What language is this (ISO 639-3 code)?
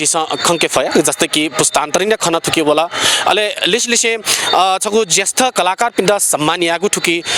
new